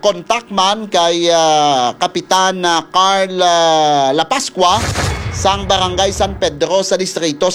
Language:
Hiligaynon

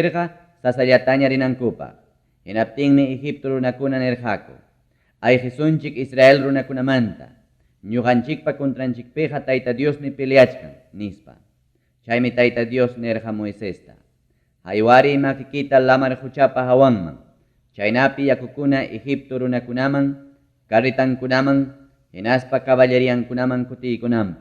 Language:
Ayacucho Quechua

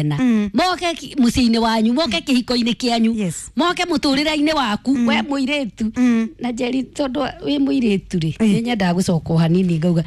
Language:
Kikuyu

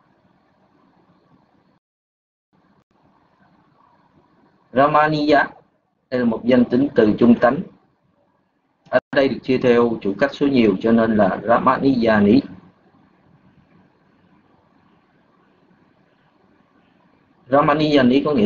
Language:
Vietnamese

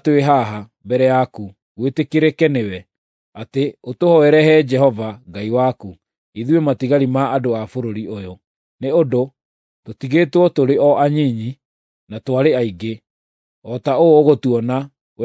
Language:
Kikuyu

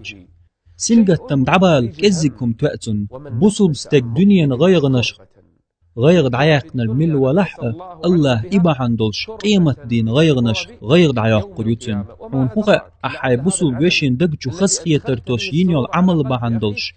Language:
Chechen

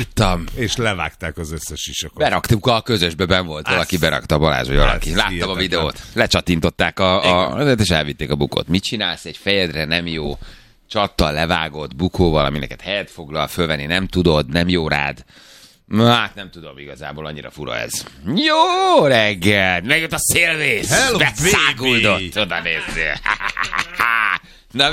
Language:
Hungarian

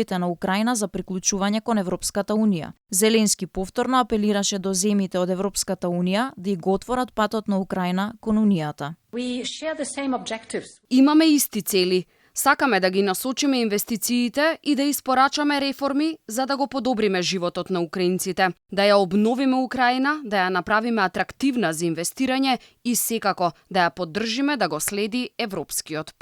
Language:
Macedonian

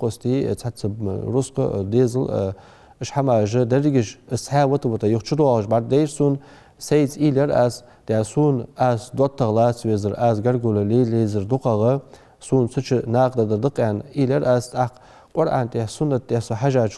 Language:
Ingush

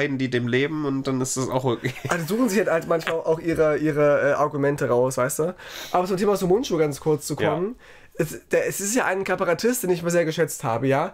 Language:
German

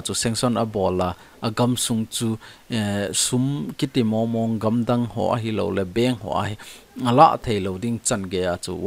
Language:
Thado Chin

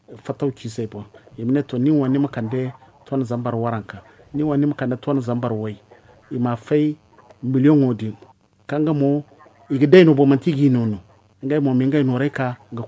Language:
Zarma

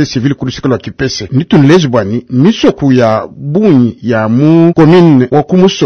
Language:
Luba-Lulua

